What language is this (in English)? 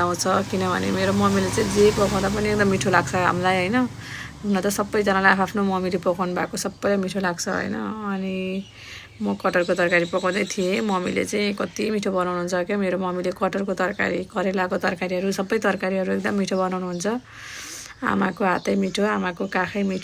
Nepali